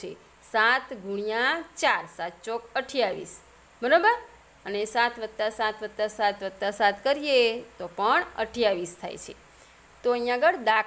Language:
Gujarati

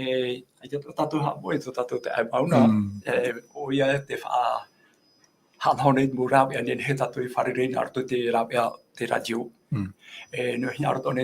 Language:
Tahitian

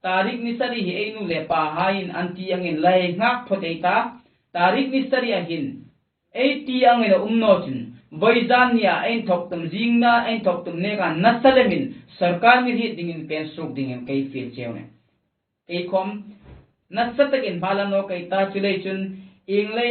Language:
Hmar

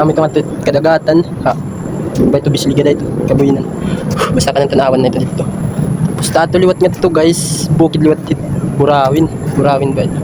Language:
Waray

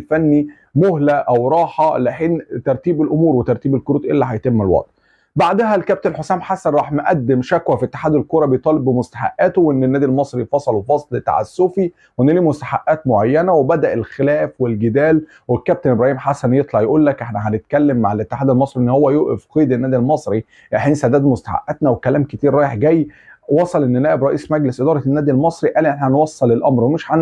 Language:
Egyptian Arabic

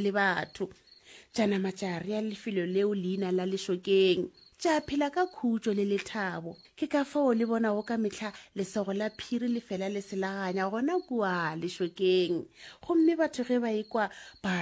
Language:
Northern Sotho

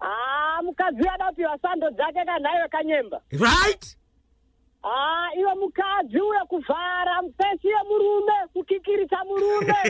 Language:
Shona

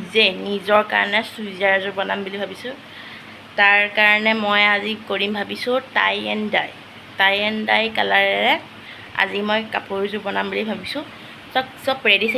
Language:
Assamese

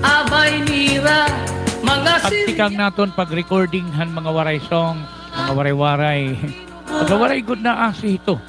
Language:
Waray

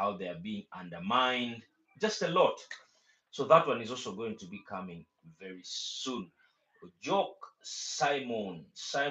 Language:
Acoli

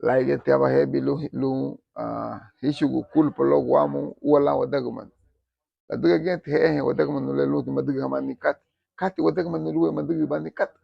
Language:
Garifuna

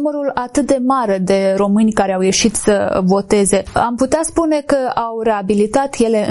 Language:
Romanian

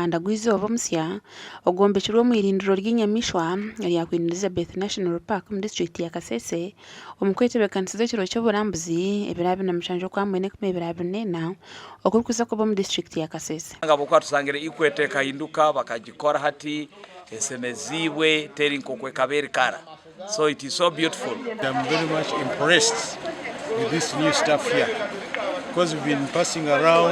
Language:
Nyankole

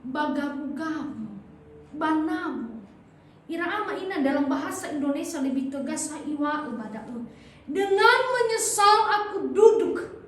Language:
Nias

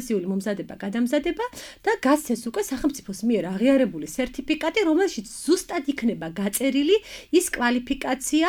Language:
Georgian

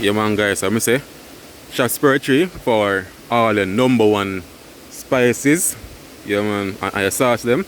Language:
Jamaican Creole English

